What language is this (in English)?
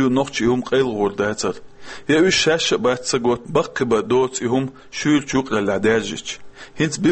Chechen